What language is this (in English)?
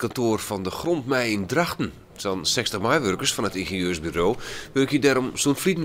Western Frisian